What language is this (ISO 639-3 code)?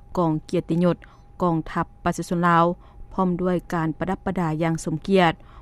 lao